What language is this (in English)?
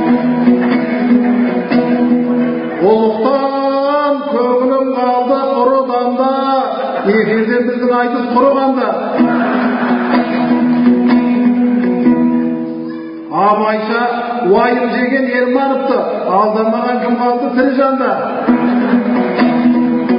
Kazakh